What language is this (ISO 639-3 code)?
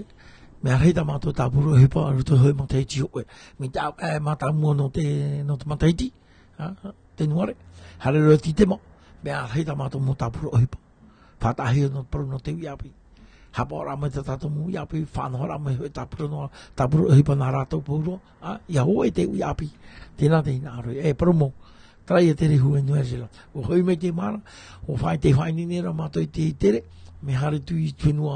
tah